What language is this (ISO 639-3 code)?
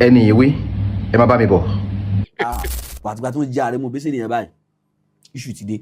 yor